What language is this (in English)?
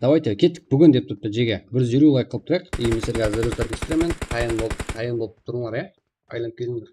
Kara-Kalpak